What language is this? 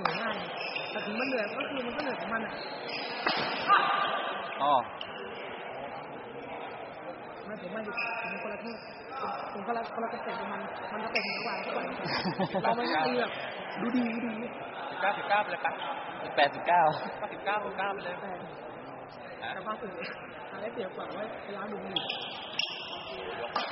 Thai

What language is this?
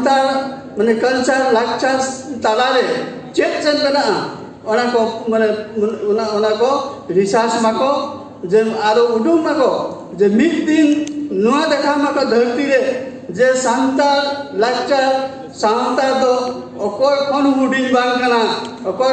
Santali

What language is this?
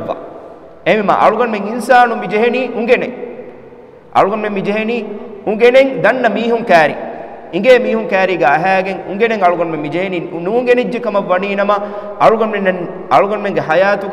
Divehi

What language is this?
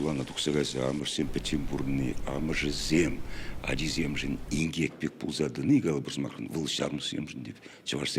Chuvash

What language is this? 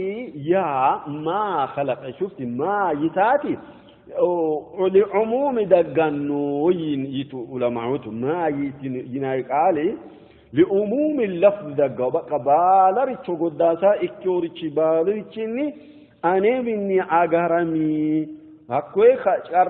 Sidamo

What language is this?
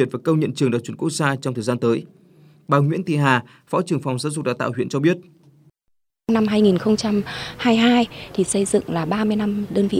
Vietnamese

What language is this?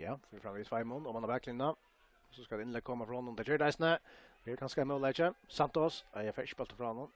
Faroese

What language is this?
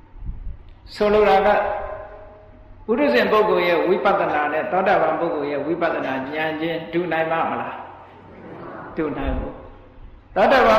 Burmese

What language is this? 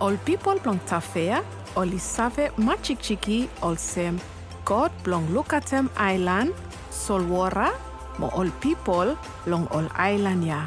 Bislama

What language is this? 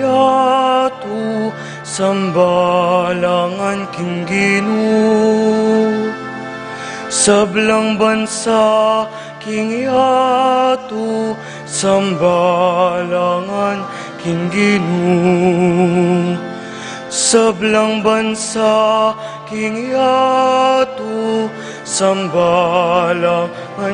Pampanga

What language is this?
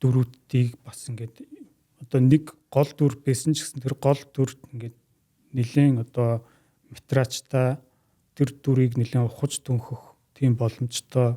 Mongolian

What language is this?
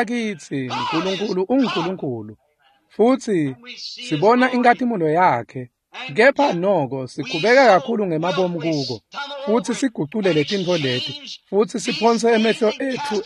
Swati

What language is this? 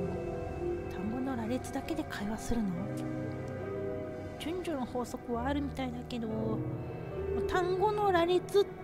Japanese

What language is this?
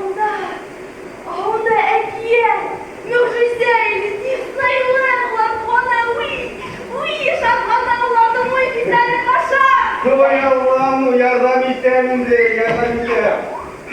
Bashkir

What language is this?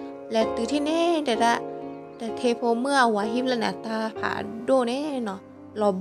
S'gaw Karen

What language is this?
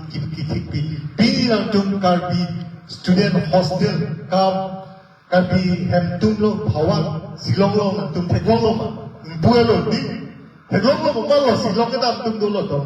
Karbi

